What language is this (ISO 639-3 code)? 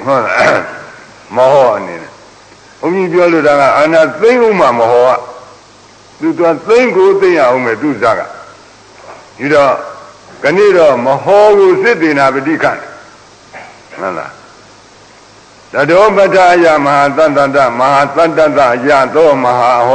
mya